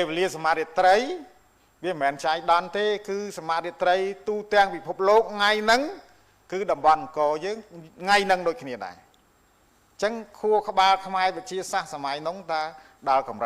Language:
Khmer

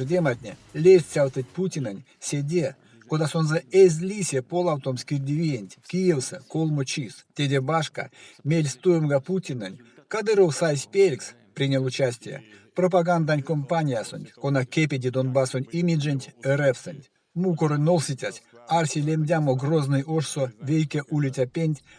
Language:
Erzya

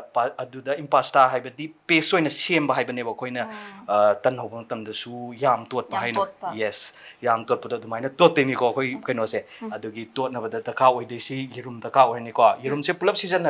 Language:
Manipuri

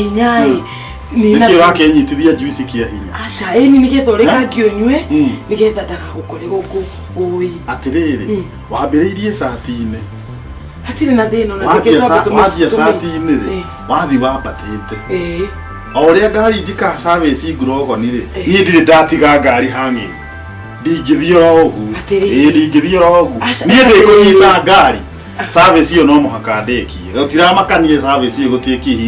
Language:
Kikuyu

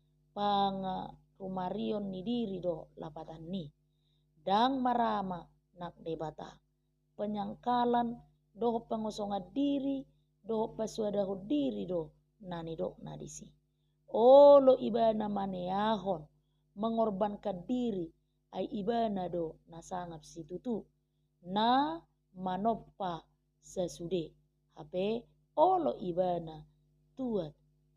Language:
Batak Toba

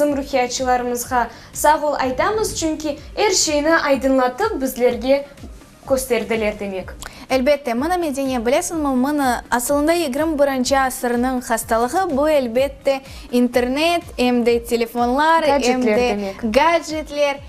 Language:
Crimean Tatar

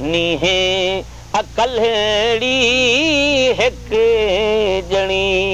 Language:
Saraiki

